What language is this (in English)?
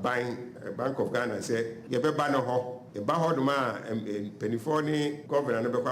Akan